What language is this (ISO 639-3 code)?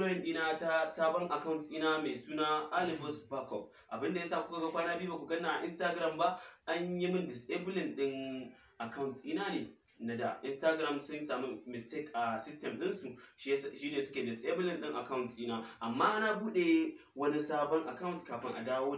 hau